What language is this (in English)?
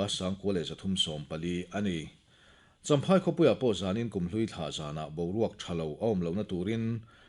Mizo